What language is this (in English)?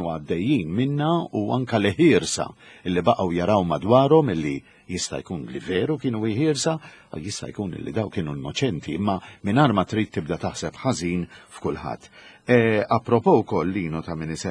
Maltese